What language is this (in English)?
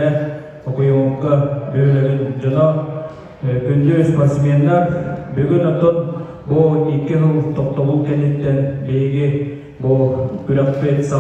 Yakut